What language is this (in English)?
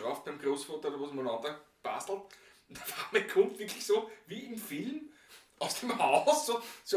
Bavarian